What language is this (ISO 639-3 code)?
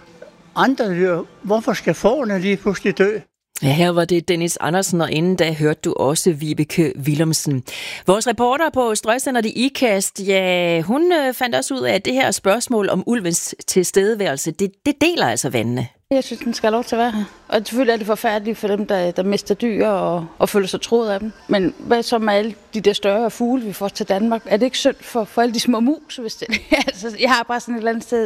dan